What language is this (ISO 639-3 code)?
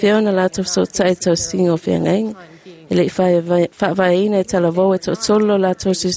smo